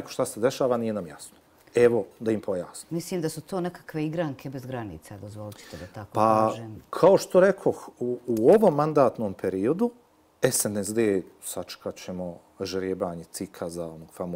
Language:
Bosnian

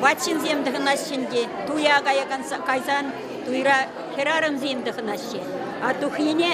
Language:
Chuvash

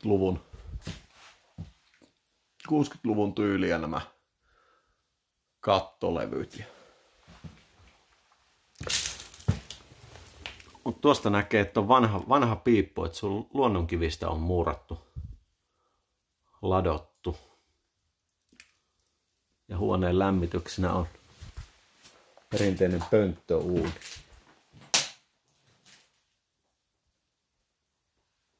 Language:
Finnish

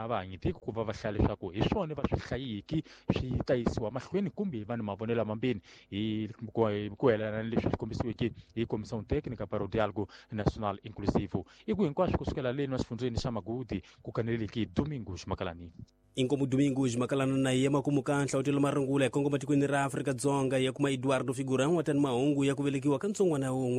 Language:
Tsonga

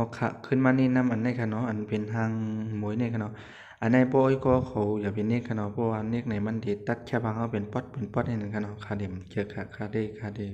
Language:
Shan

